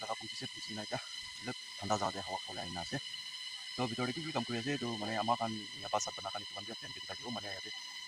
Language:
Naga Pidgin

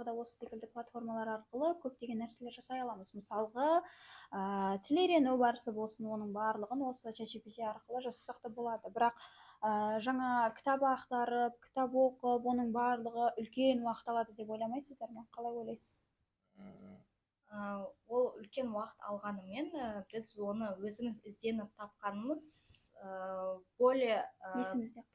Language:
Kazakh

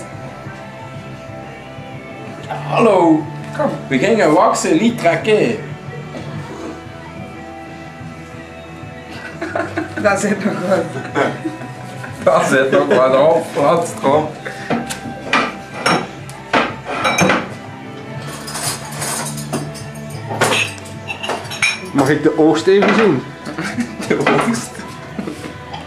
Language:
Dutch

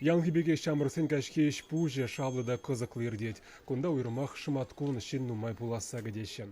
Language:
Chuvash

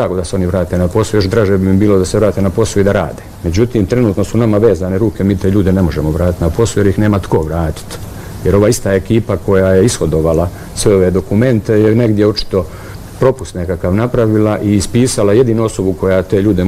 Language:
Bosnian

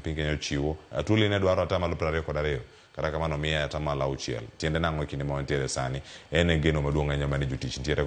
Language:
Luo (Kenya and Tanzania)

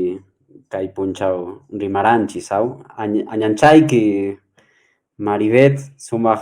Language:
Quechua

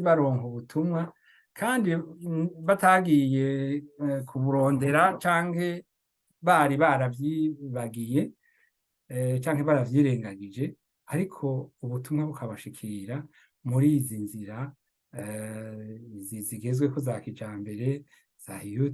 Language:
Rundi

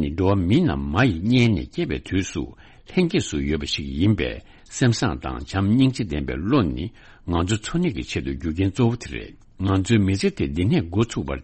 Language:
Tibetan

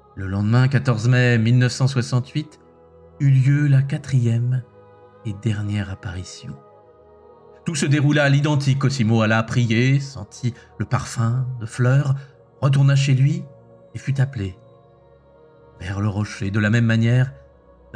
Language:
French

